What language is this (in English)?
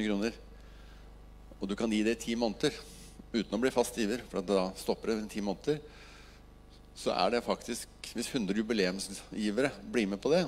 Norwegian